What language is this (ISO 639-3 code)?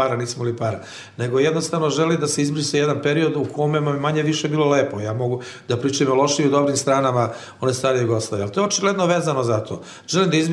srp